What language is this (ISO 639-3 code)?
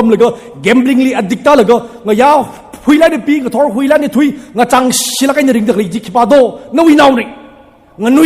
nmf